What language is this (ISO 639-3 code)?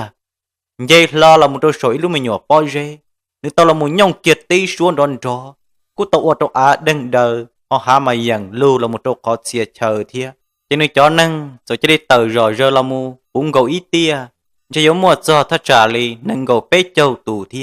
hmn